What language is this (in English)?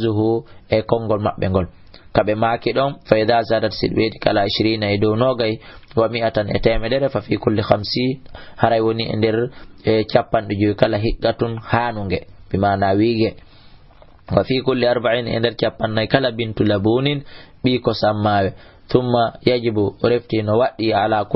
Fula